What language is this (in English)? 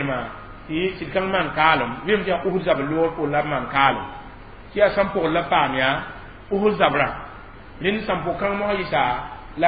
Mossi